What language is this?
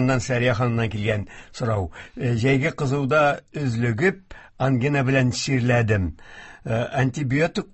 Tatar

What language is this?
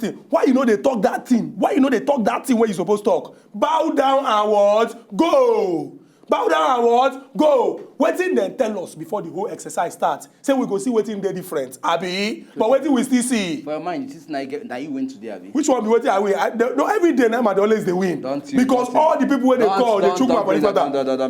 Nigerian Pidgin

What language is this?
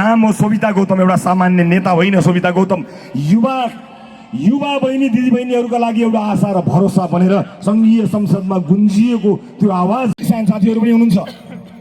Nepali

